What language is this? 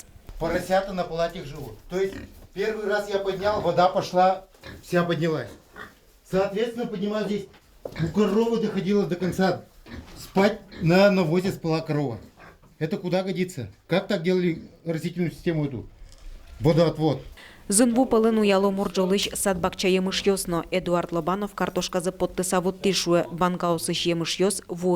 Udmurt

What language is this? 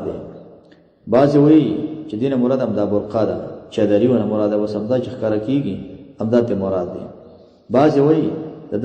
Pashto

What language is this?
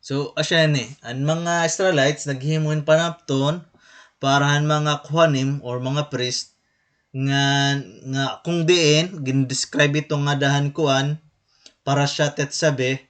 Waray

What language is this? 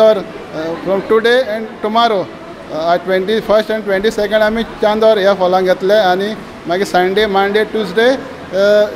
Konkani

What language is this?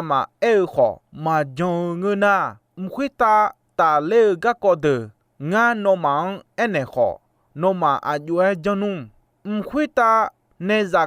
Akha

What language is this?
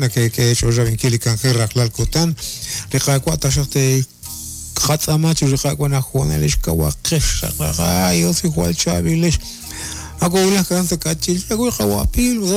Kekchí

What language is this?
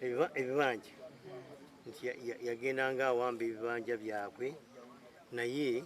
Ganda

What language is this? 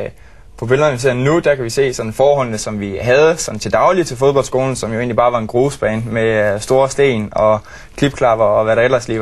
Danish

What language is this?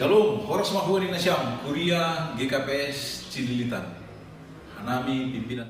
Batak Simalungun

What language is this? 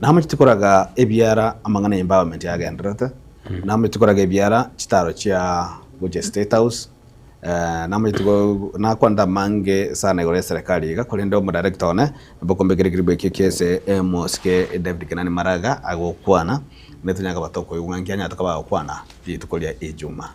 Gusii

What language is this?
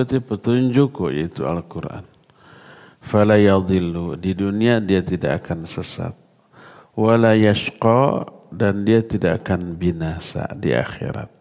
Indonesian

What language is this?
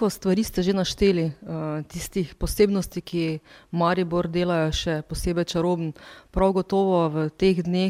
Slovenian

